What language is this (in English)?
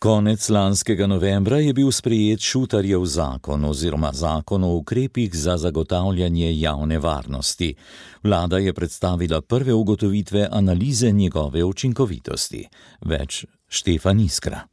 Slovenian